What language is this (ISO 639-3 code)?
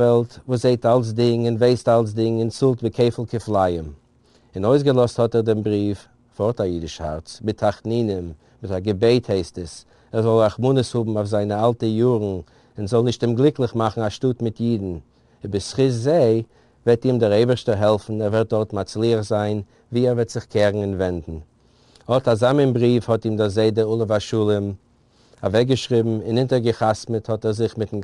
yid